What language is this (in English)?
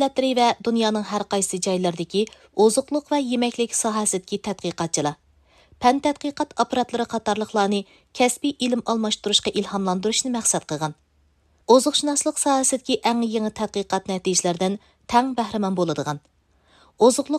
Uyghur